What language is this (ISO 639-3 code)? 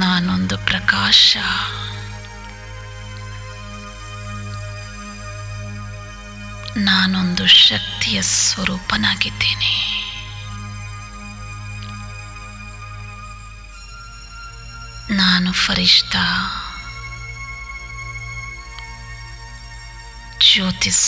kan